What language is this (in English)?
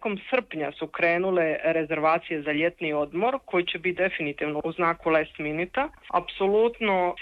Croatian